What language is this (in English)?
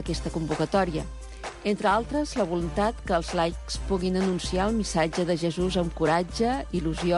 Catalan